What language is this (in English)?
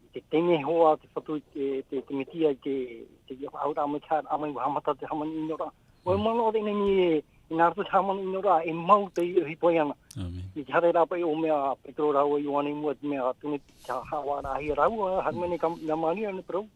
Tahitian